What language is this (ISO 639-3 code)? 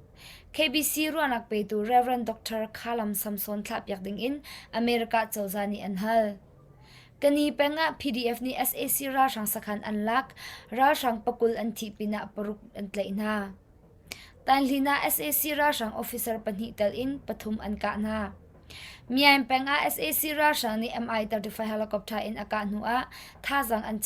cnh